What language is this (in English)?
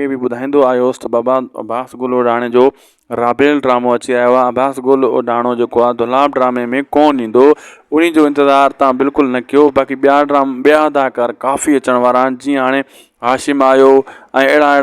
Sindhi